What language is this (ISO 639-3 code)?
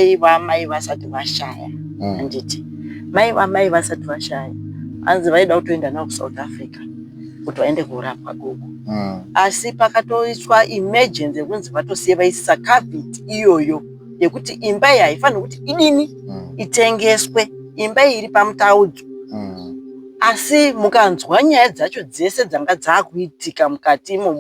sna